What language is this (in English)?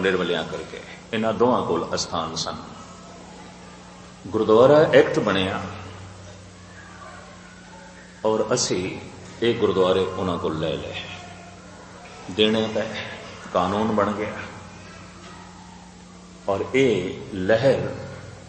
Punjabi